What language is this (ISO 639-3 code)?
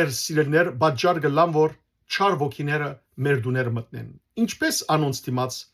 hyw